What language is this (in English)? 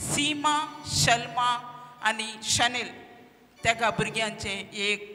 Konkani